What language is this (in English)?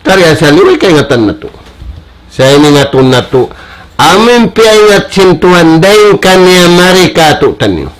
Tausug